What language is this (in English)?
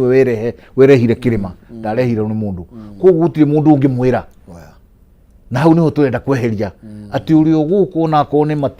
Kikuyu